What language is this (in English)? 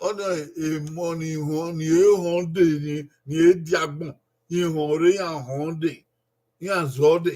Bini